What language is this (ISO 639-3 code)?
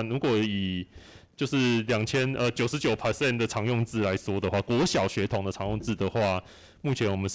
zho